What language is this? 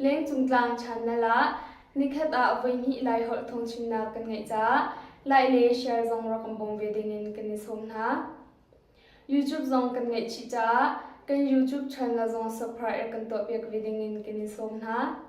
Hakha Chin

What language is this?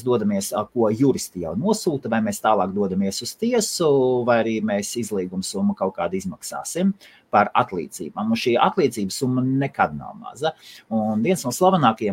Latvian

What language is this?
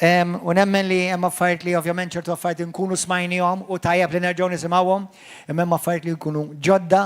Maltese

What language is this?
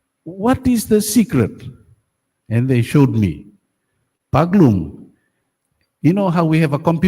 Gilbertese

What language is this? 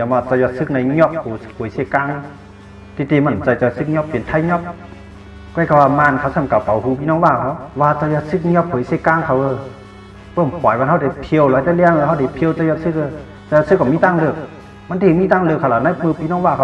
Shan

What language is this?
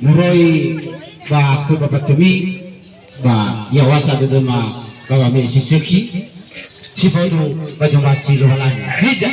Nias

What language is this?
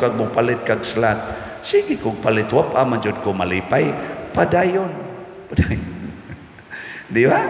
Cebuano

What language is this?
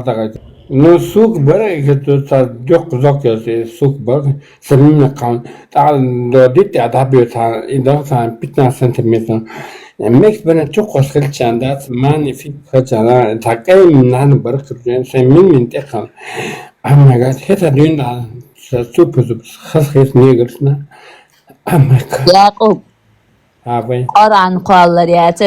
Chechen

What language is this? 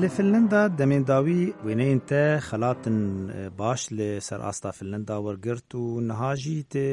Kurdish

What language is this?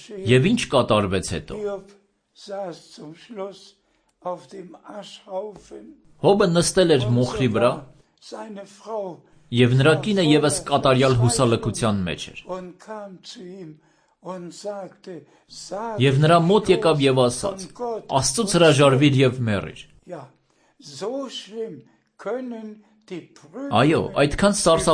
Armenian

